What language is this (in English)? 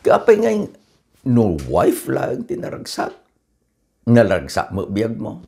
Iloko